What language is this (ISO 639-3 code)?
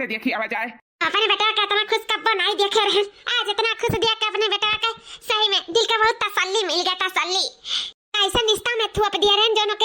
awa